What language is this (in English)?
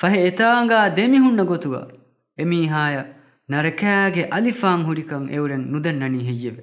Divehi